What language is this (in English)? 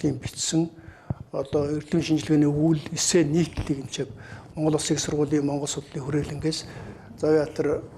Mongolian